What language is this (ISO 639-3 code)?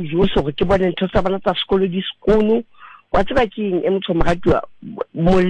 sot